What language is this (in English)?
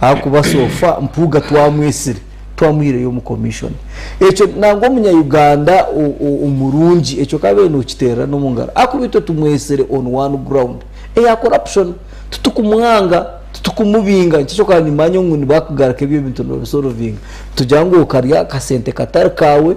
Nyankole